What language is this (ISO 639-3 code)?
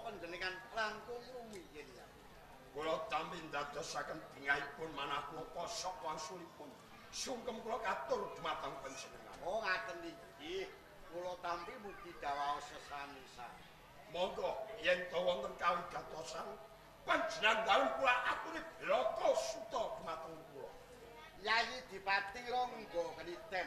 jav